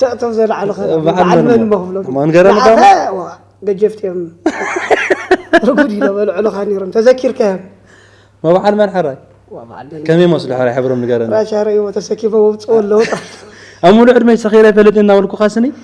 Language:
Tigrinya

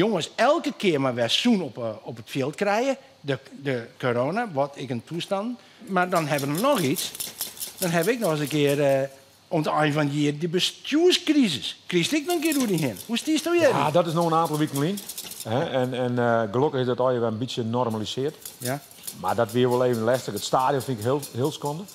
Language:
Western Frisian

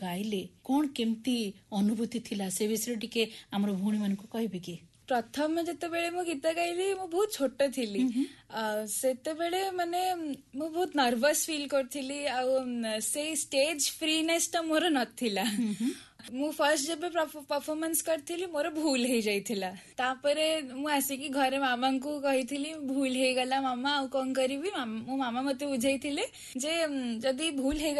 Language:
Odia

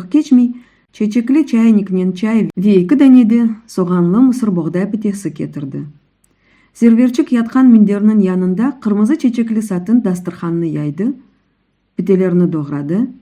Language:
Crimean Tatar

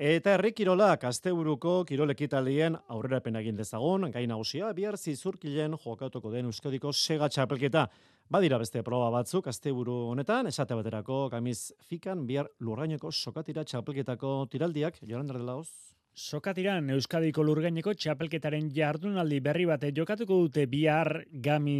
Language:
Basque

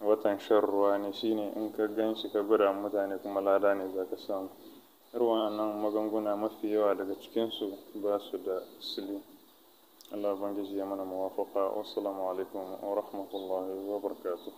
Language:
Hausa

